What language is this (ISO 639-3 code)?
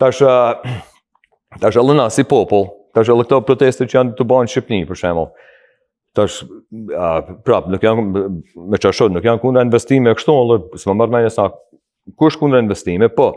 sqi